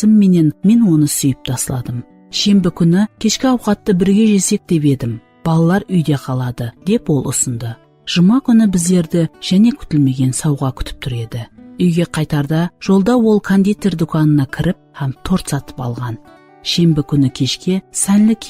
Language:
Kara-Kalpak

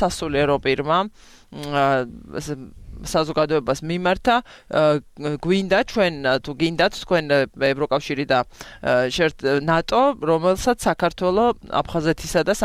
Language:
Georgian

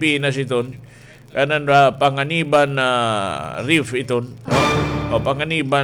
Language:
Waray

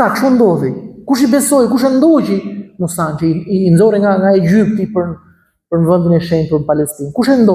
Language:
Albanian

